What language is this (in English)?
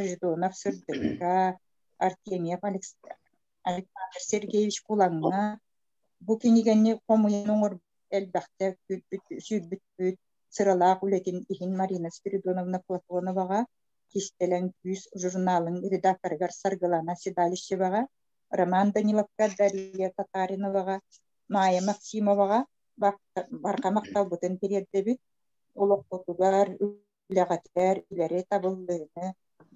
Yakut